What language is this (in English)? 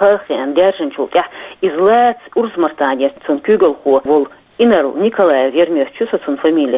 Chechen